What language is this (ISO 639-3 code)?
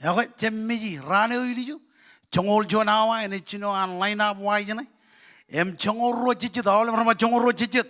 mah